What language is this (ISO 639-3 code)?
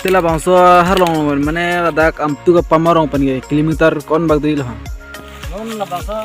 mjw